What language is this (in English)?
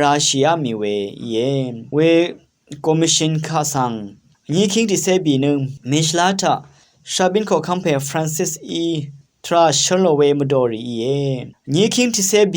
Rawang